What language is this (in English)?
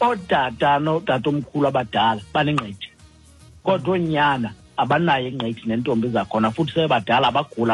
Xhosa